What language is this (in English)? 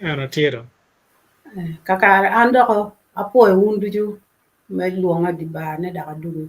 Acoli